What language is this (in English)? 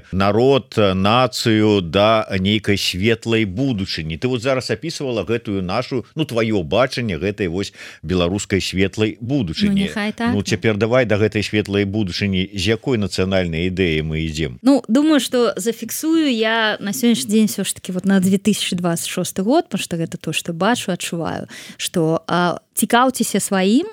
Belarusian